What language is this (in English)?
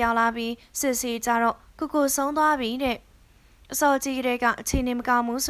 Burmese